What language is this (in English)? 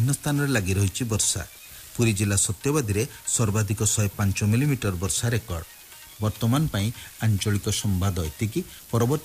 Odia